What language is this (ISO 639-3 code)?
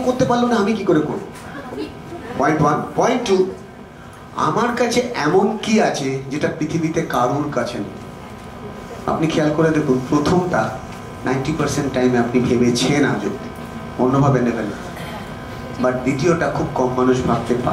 ben